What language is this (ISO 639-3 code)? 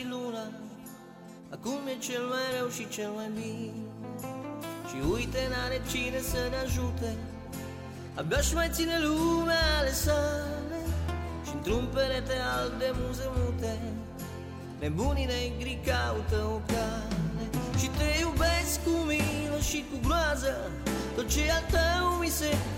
ron